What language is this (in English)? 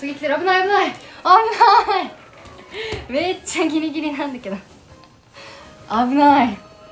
Japanese